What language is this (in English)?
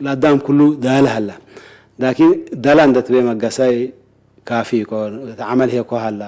Tigre